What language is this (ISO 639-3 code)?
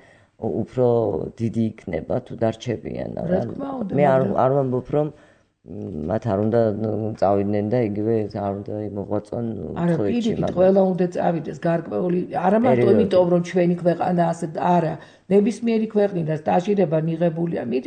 kat